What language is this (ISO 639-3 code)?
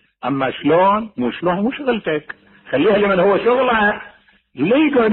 acm